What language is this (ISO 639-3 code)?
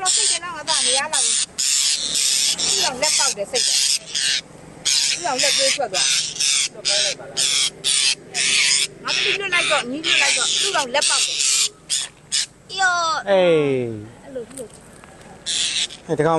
mya